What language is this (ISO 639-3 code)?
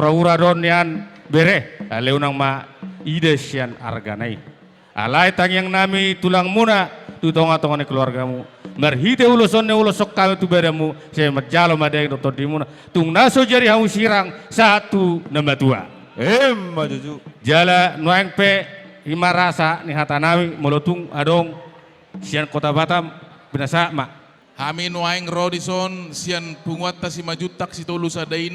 bbc